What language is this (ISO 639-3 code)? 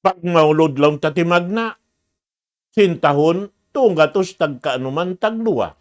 tsg